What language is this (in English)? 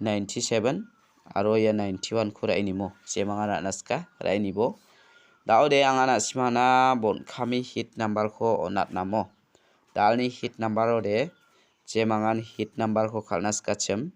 Garo